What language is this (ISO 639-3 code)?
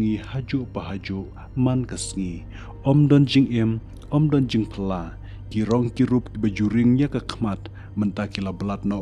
kha